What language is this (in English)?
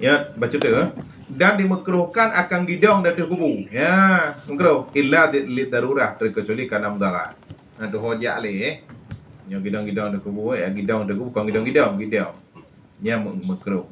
Achinese